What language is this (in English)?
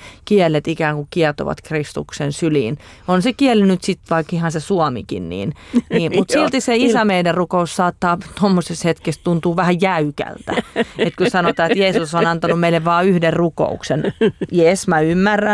Finnish